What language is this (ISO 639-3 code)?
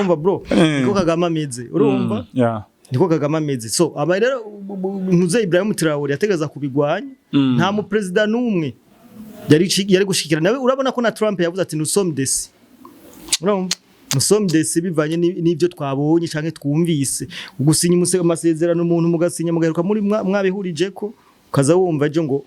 run